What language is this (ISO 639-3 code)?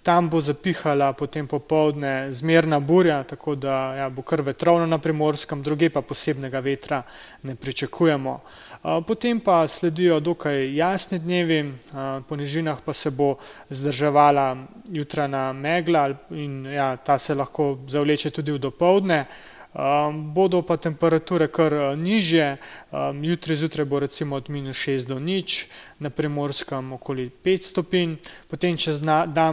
slv